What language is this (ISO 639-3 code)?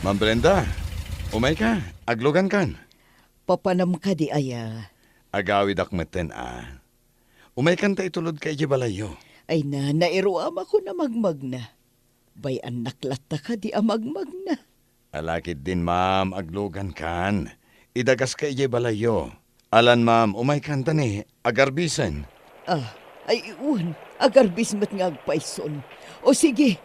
ilo